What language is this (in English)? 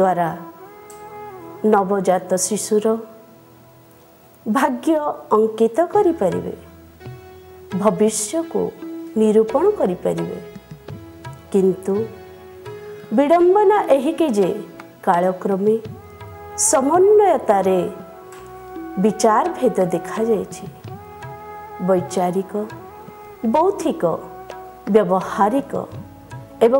Odia